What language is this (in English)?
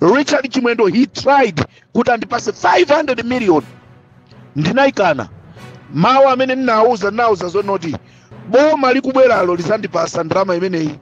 Nyanja